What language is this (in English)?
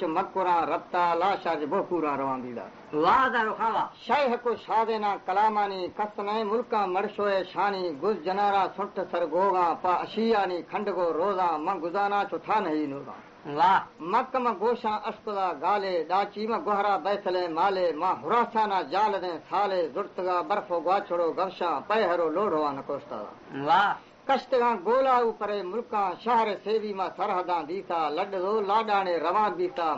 Baluchi